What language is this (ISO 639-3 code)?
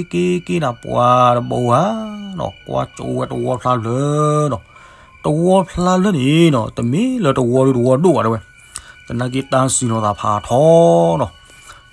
ksw